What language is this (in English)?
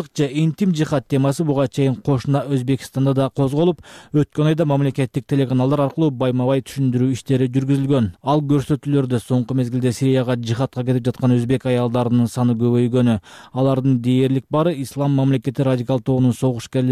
Kyrgyz